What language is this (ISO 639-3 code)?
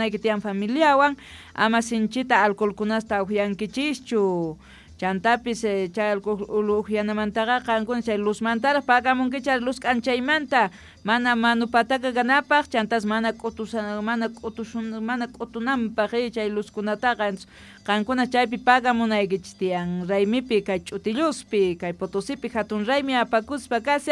quh